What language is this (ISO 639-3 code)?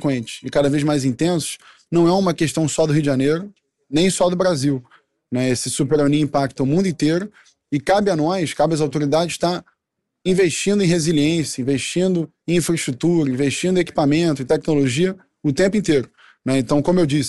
por